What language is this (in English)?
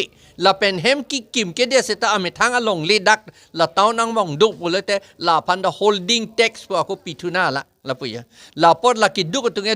Karbi